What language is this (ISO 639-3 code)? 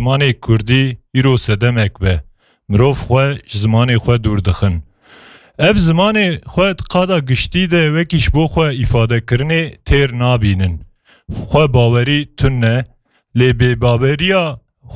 kur